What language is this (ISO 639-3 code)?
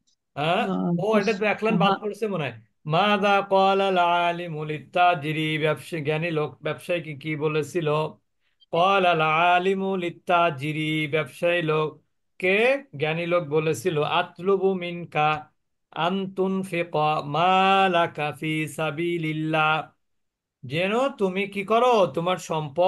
ben